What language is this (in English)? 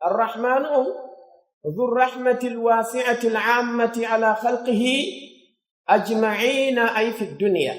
Pular